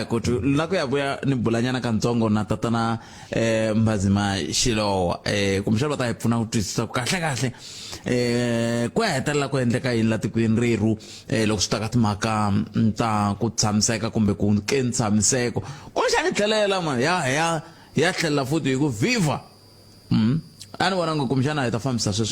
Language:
Tsonga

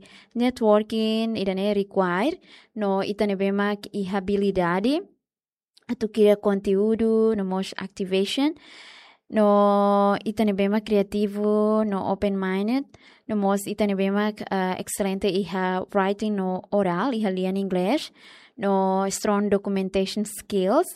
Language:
Tetum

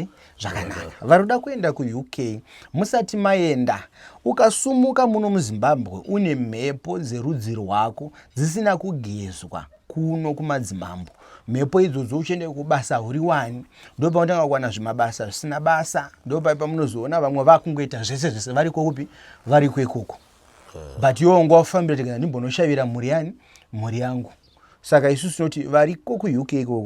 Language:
Shona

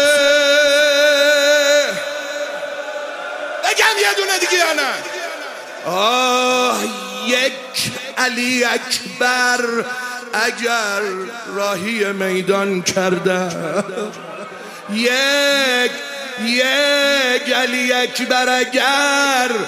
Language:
Persian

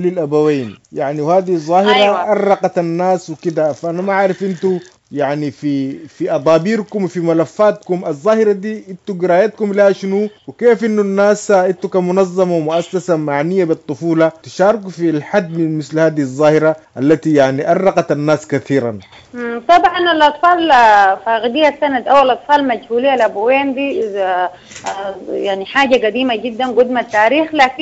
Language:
Sudanese Arabic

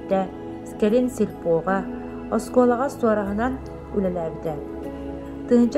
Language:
Yakut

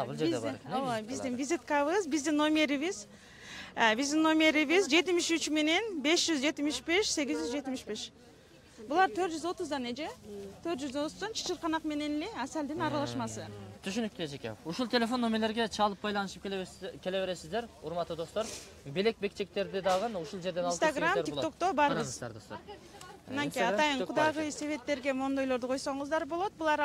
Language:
Kyrgyz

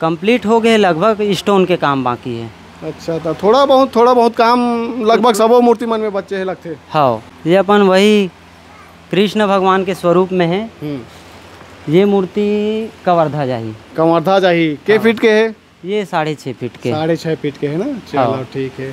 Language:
Chhattisgarhi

